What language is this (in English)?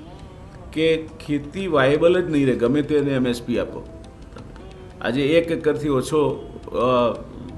Gujarati